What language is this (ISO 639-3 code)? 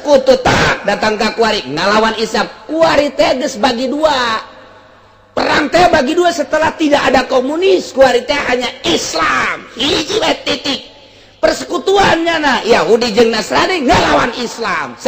sun